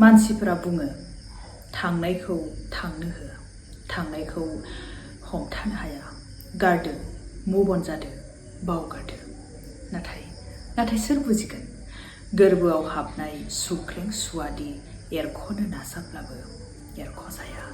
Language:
Bodo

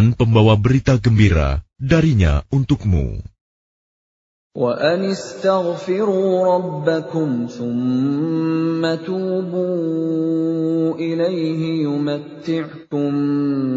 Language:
Indonesian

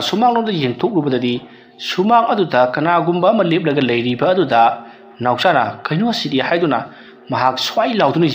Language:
Manipuri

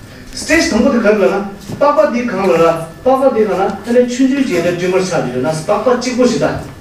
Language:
Tibetan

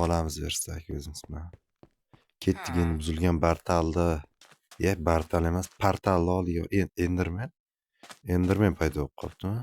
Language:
Uzbek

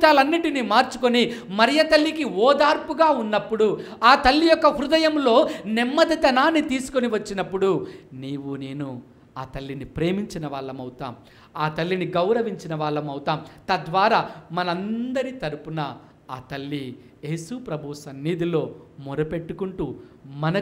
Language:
Telugu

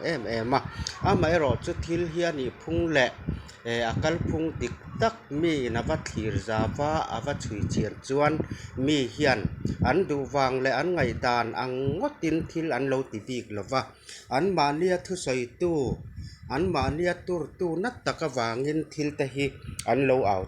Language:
Mizo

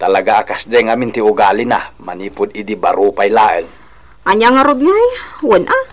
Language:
Iloko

